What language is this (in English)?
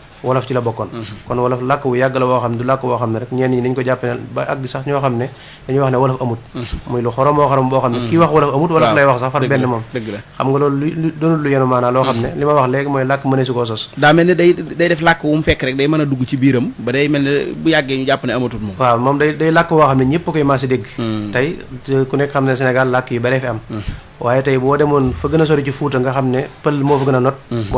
Wolof